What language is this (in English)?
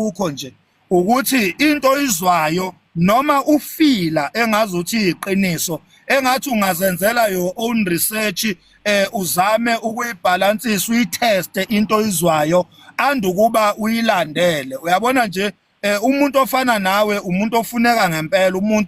Zulu